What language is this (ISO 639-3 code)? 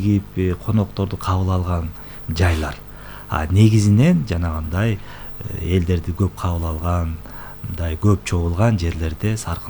kir